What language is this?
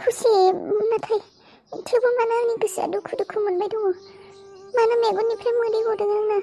Bodo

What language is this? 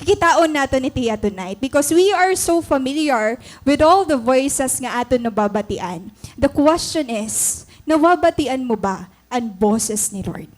Waray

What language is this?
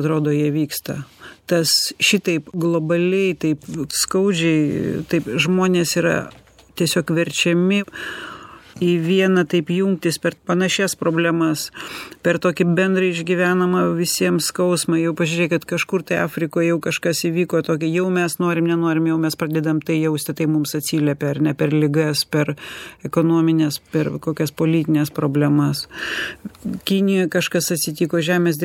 Lithuanian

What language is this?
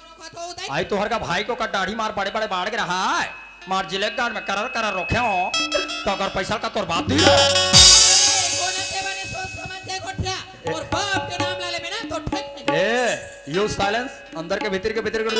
Chhattisgarhi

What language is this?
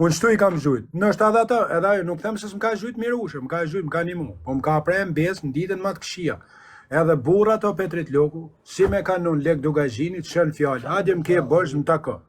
Albanian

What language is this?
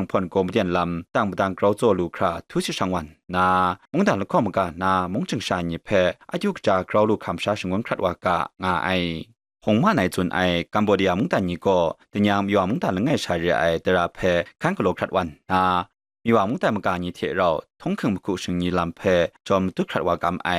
Kachin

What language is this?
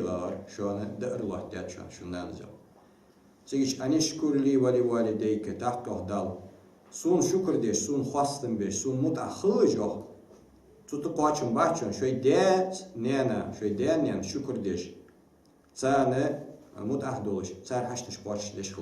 Ingush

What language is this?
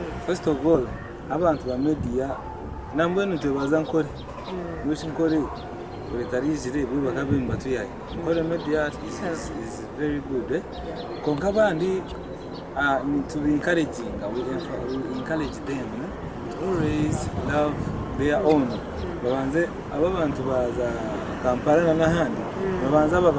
Nyankole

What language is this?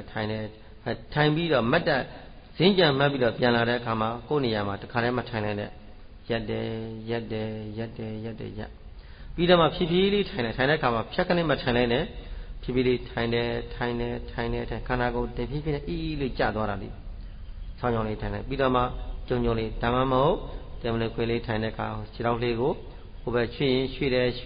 Burmese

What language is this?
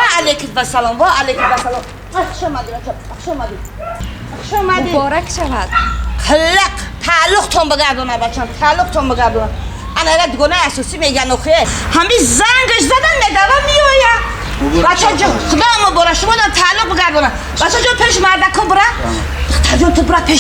Tajik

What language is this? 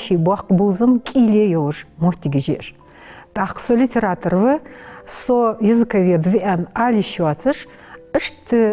Ingush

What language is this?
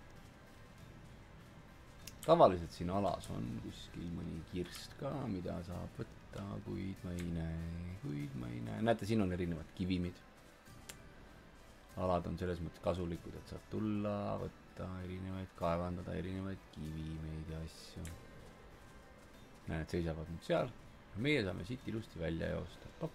Estonian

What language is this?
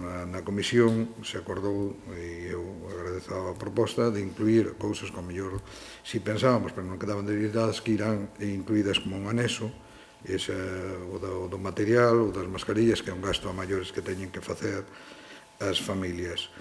Galician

